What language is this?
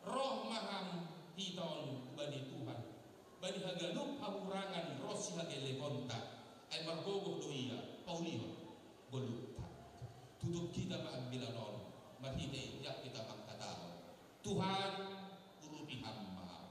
Batak Simalungun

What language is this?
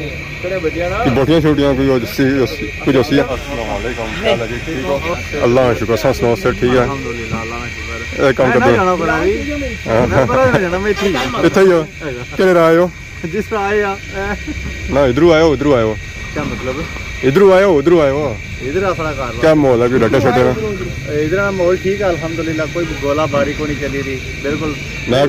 Pahari-Potwari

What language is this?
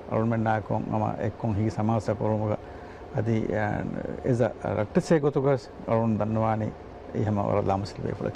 Divehi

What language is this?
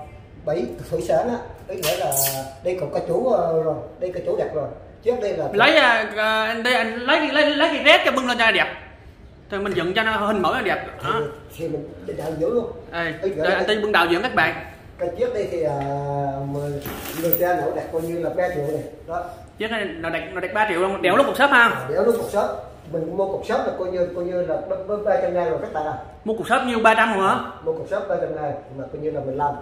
Vietnamese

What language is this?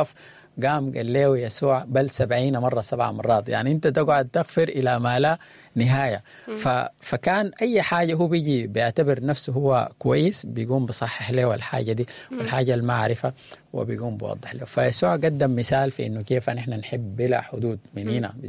Sudanese Arabic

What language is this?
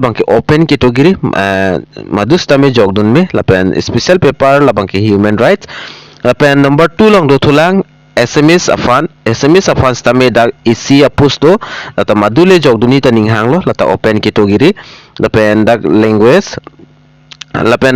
Karbi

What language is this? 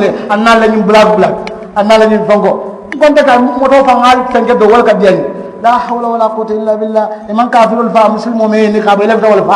Mandingo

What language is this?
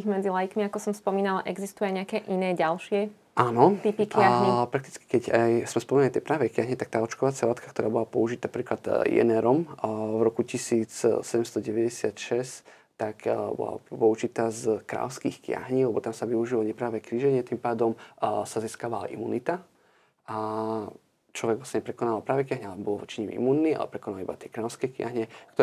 Slovak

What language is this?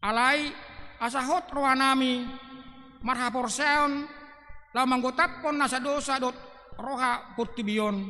Batak Toba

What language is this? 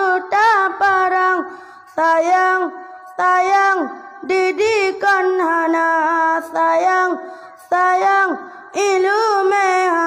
Achinese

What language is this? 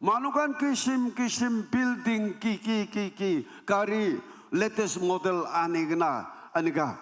Naga Pidgin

